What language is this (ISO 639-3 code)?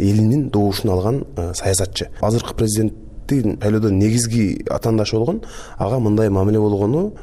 kir